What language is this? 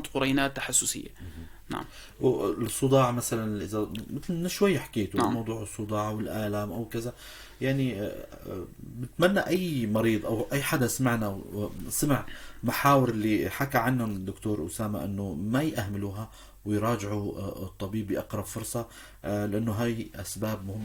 North Levantine Arabic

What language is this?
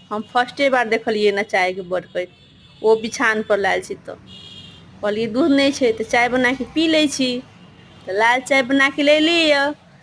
Maithili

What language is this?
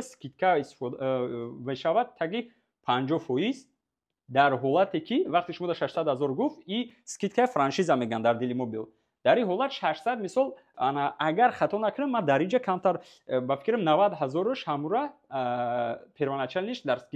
Tajik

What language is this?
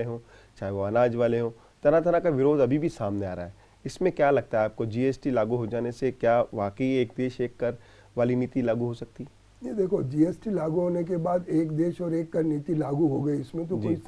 Hindi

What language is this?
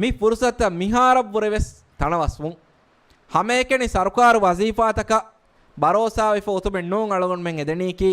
Divehi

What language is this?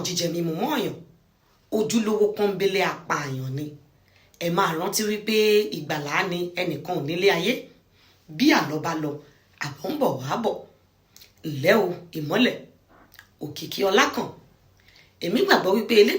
Yoruba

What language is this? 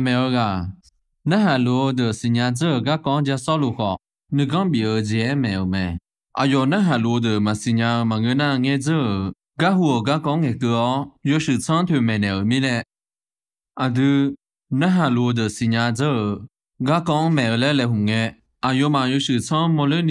Akha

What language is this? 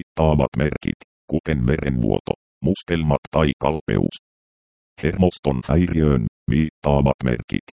Finnish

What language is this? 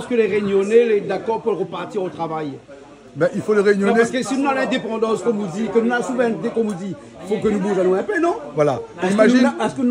Réunion Creole French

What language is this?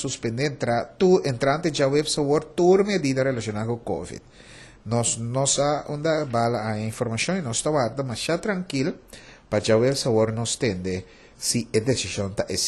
Papiamento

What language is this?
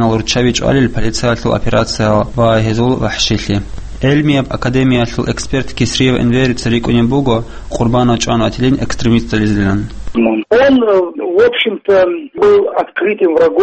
Avaric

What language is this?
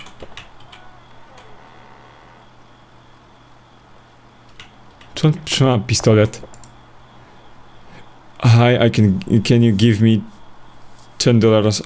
Polish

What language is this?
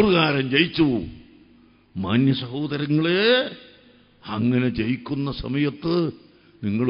Malayalam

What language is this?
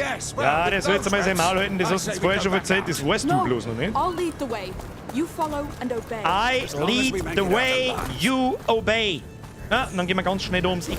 Bavarian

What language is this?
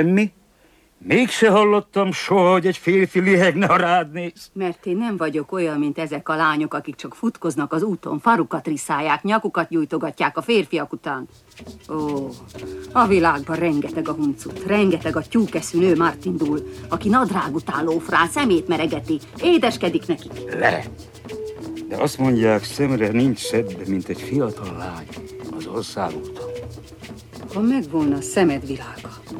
Hungarian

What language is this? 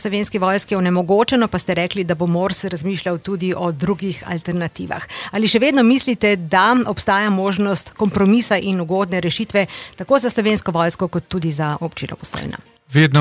Slovenian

